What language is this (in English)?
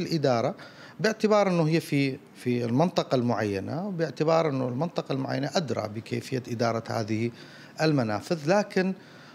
Mesopotamian Arabic